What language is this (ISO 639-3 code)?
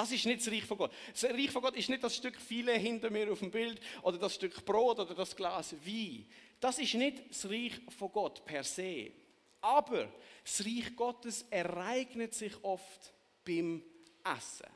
gsw